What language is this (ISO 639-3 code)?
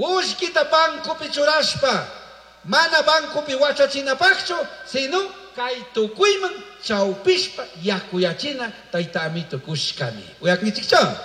qug